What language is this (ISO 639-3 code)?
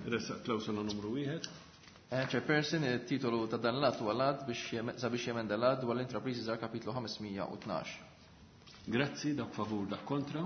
mlt